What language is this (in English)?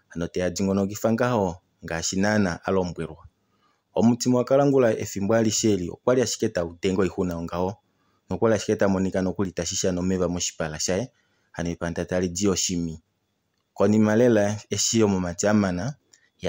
Kuanyama